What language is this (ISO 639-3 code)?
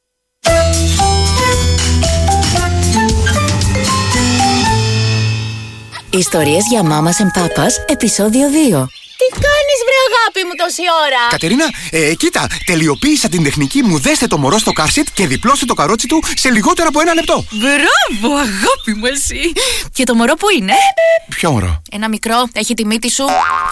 ell